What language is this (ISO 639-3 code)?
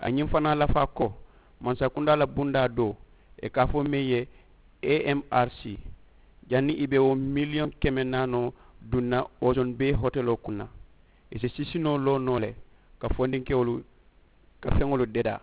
man